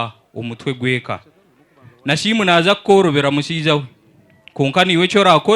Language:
Nyankole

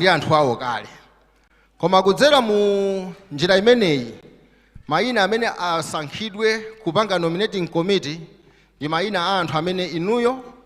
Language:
Nyanja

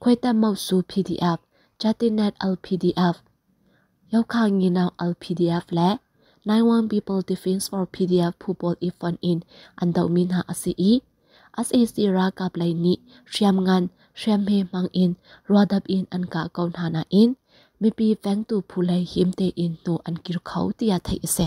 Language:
Hakha Chin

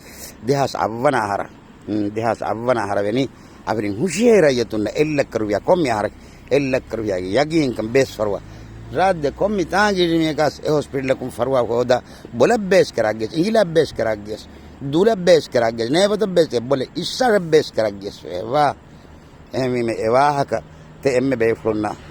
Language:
Divehi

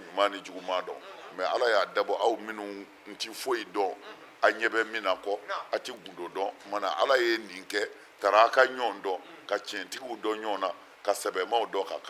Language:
Bambara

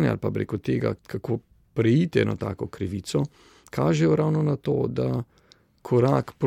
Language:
Slovenian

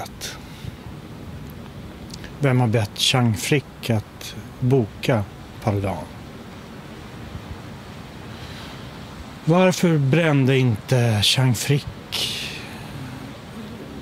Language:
Swedish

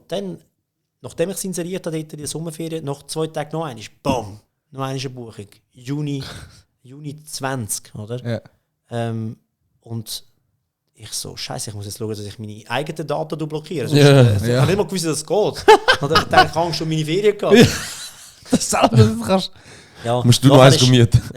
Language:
Swiss German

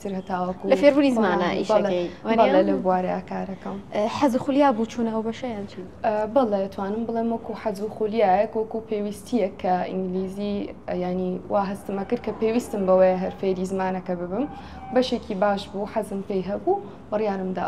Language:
Central Kurdish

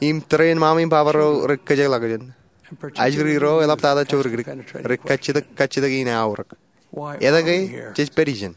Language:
Marshallese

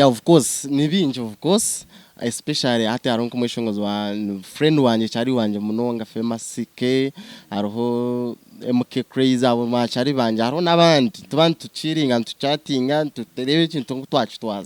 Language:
Nyankole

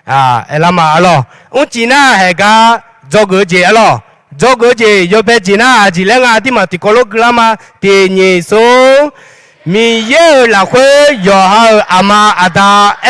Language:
Akha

